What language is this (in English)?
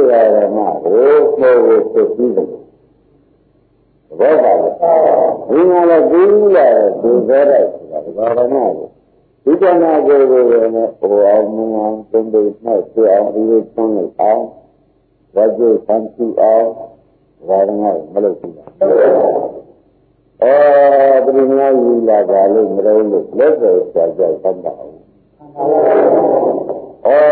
Burmese